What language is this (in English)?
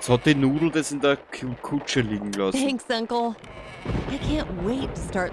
Bavarian